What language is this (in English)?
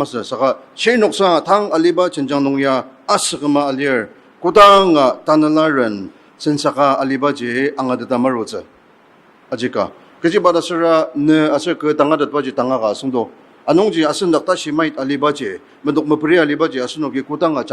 Ao Naga